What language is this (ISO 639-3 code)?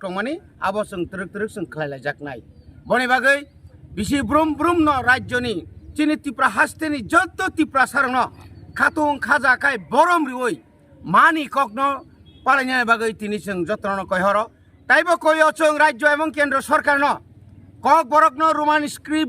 trp